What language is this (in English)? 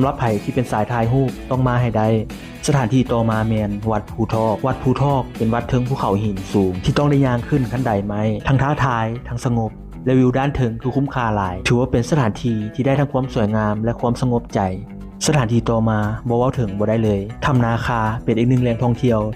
Lao